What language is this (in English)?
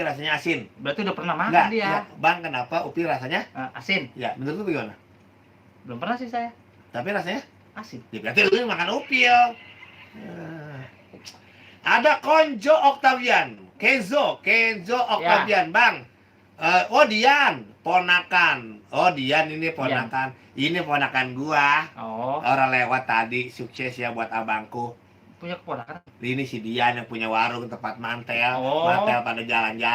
Betawi